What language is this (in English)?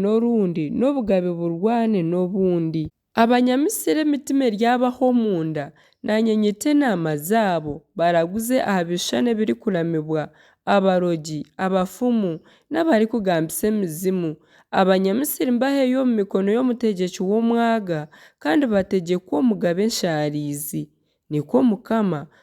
Nyankole